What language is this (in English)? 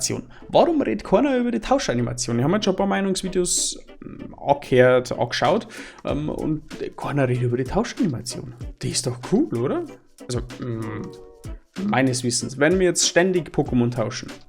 Bavarian